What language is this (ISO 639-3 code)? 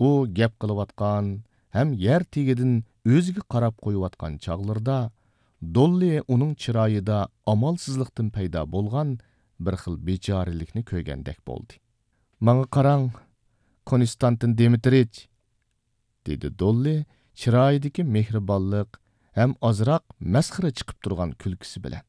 uig